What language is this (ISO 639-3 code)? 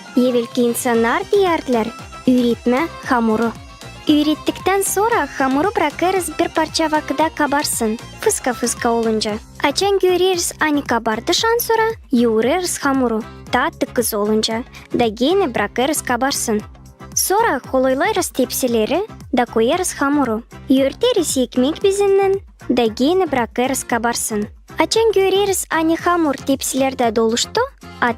gag